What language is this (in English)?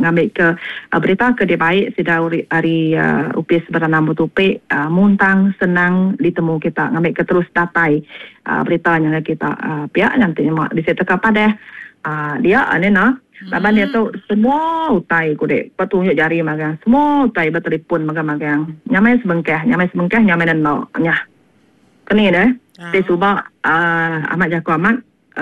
Iban